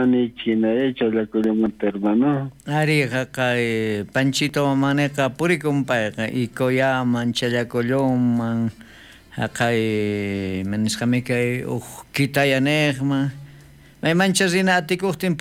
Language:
South Bolivian Quechua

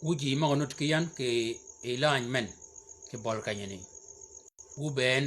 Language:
Shilluk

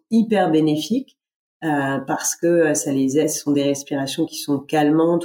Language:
French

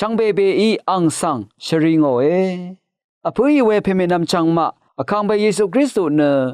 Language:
Rawang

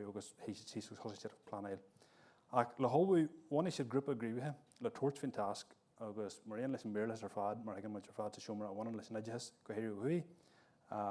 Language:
Irish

